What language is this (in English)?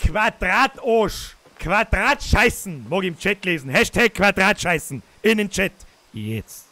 Bavarian